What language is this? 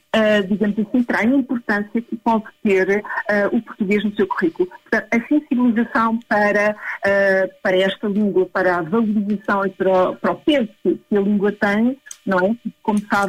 Portuguese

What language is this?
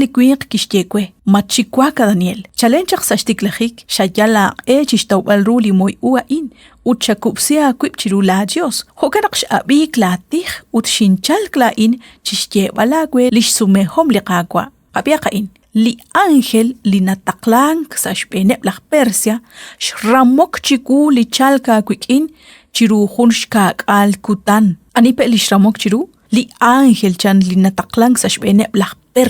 Kekchí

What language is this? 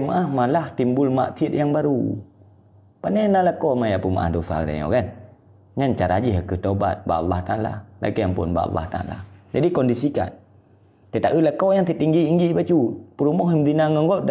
Achinese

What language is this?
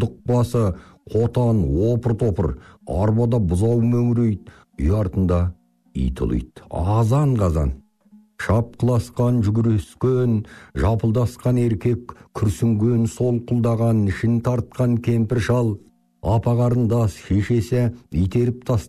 Kazakh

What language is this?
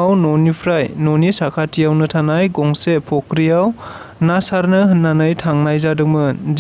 Bodo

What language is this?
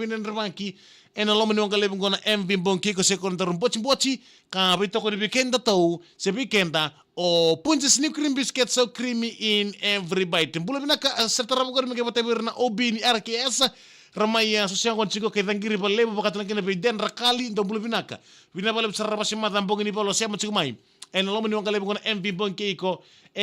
Fijian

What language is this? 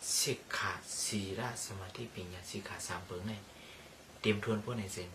Shan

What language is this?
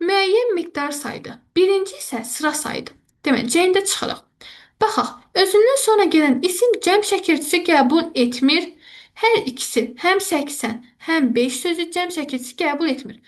Azerbaijani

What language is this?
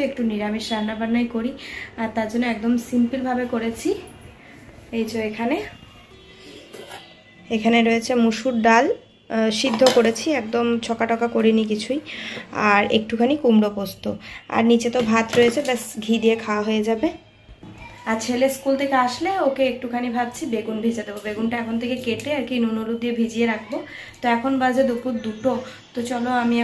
Bangla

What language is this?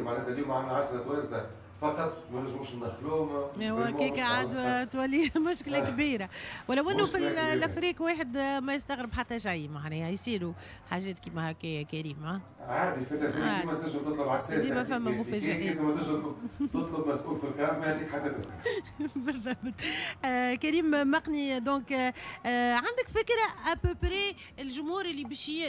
Tunisian Arabic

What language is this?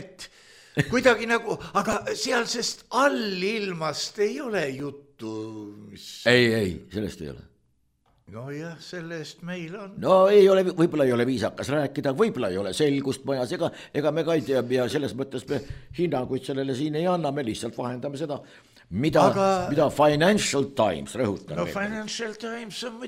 Estonian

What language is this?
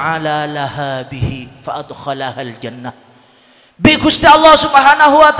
Madurese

